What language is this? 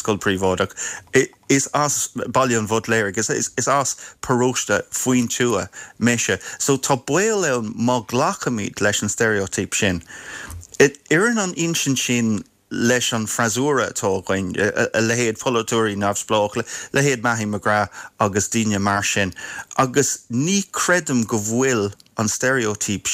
Irish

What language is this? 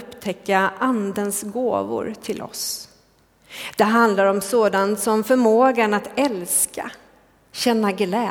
Swedish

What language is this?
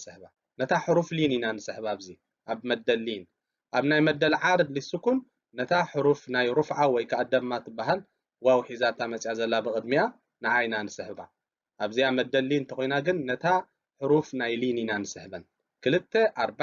Tigrinya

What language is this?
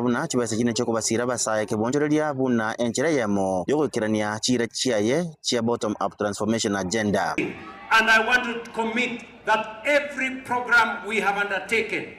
Gusii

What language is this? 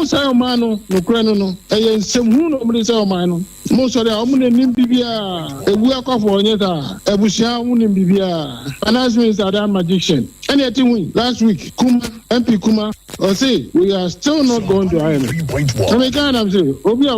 Akan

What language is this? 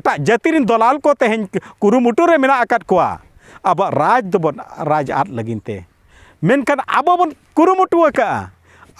Santali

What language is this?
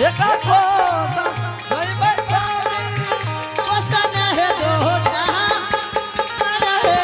Angika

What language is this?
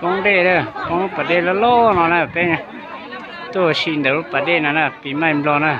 Hmong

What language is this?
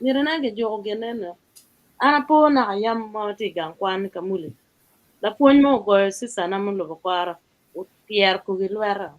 Acoli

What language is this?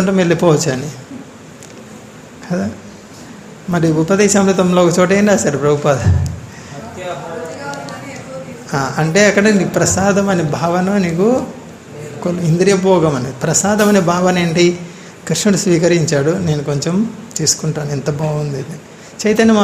Telugu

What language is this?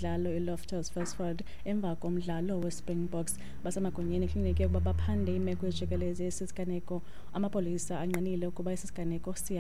Xhosa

